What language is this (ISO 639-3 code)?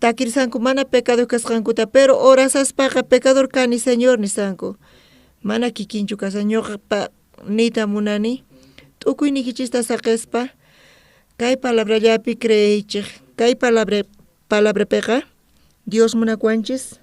quh